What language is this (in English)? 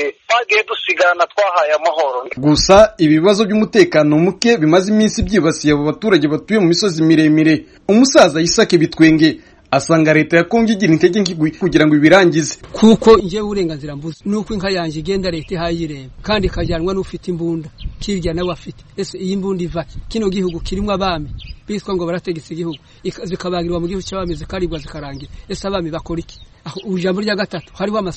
Kinyarwanda